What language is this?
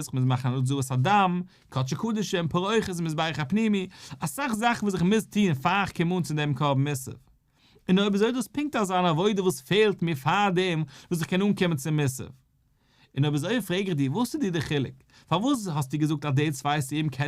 Yiddish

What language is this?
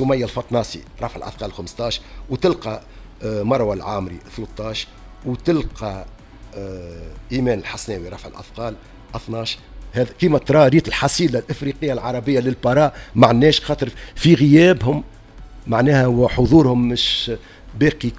Tunisian Arabic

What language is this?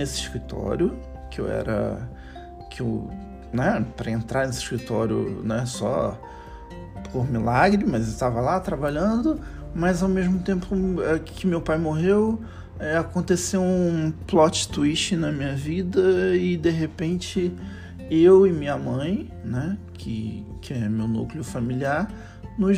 Portuguese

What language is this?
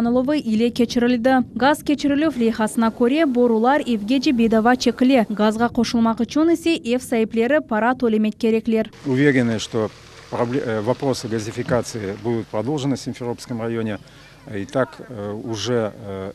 Crimean Tatar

